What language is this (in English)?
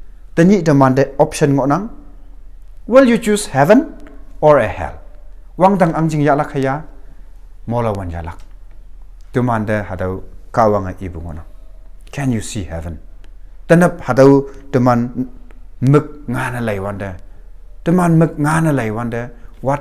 Konyak Naga